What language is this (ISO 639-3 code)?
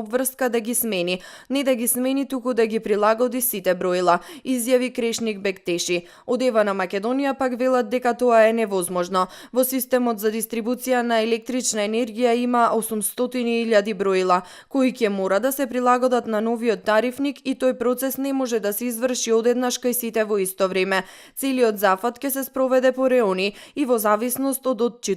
mkd